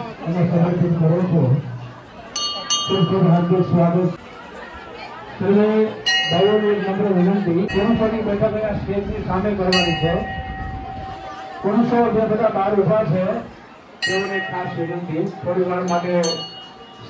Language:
Gujarati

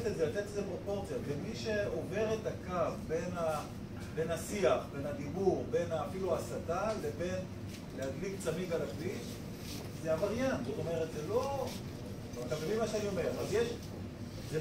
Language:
Hebrew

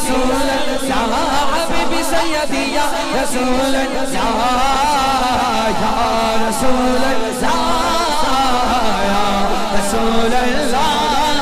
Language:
Urdu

